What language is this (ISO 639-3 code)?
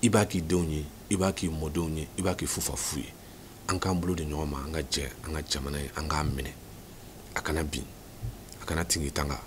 bam